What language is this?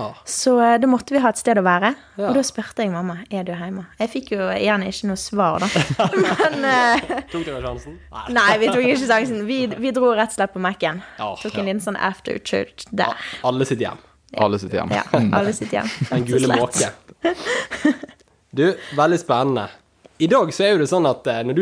Norwegian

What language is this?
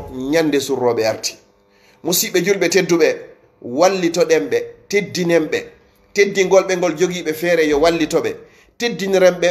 Fula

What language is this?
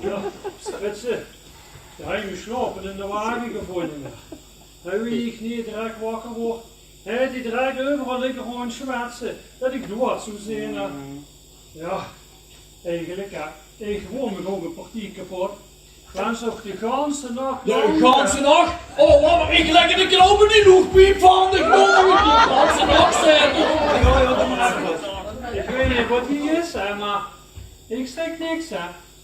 Limburgish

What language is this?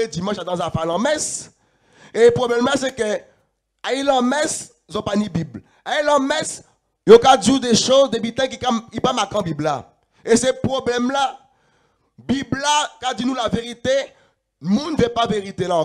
Guadeloupean Creole French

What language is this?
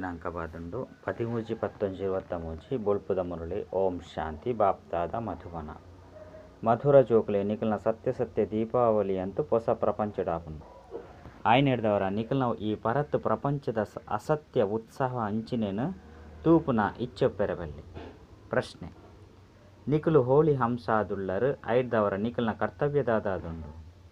Tulu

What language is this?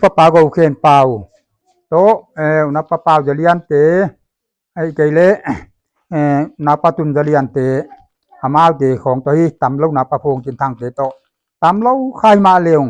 Paite Chin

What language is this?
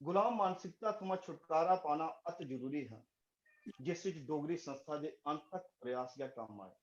Dogri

